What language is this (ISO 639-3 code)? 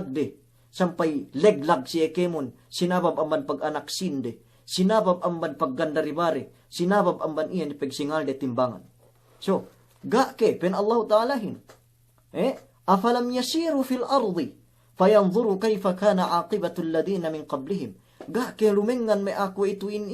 yka